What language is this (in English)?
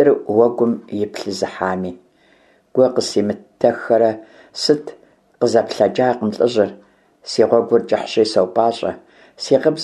Kabardian